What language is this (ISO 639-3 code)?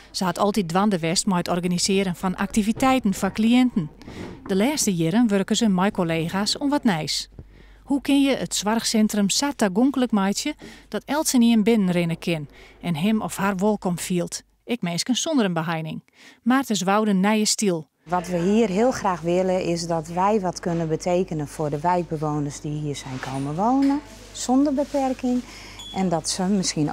fry